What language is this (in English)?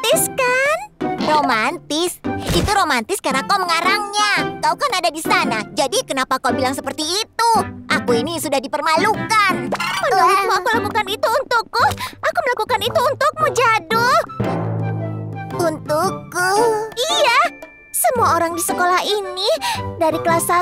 Indonesian